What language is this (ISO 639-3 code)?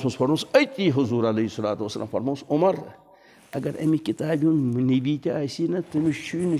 kas